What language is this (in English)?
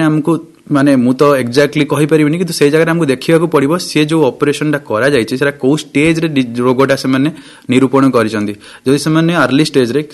Odia